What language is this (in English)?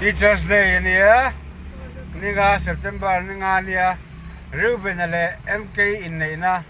Mizo